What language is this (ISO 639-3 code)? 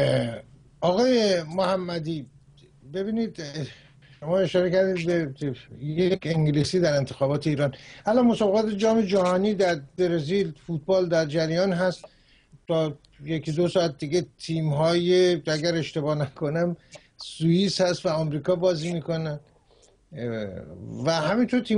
fas